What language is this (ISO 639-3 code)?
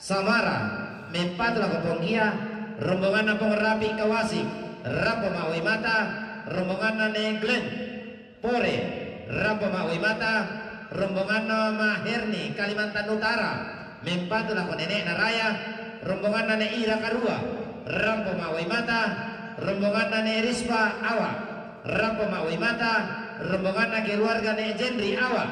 sda